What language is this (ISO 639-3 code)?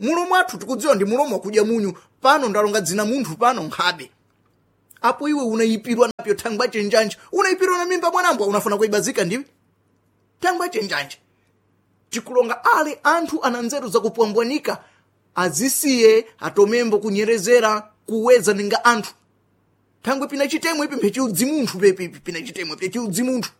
seh